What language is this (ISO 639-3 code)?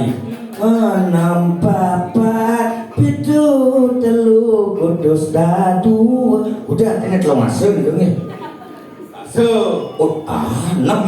ban